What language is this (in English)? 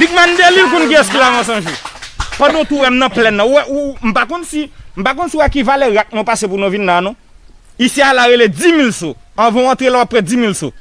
Haitian Creole